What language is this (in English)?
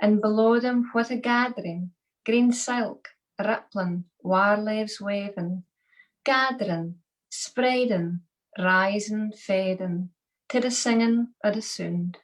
Scots